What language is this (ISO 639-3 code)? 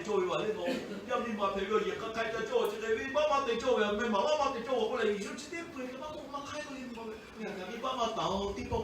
lhu